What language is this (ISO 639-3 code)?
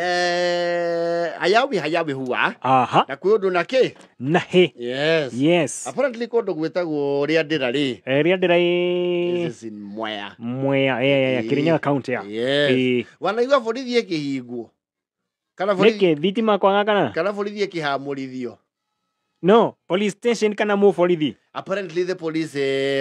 kik